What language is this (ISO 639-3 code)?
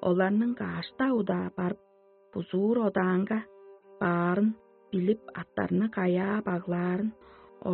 tyv